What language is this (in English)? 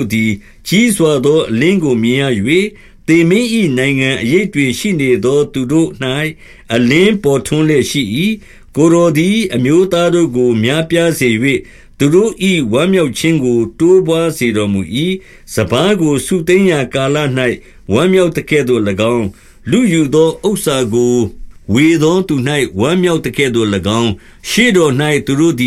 Burmese